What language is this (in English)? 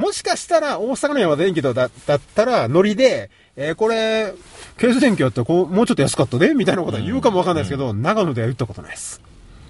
Japanese